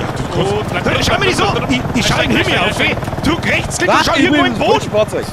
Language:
Bavarian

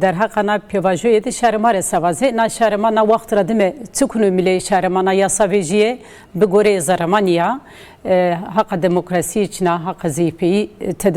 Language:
Zaza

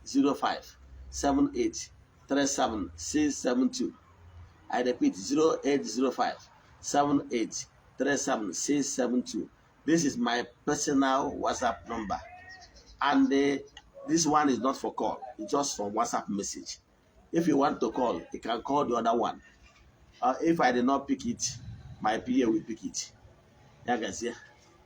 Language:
Igbo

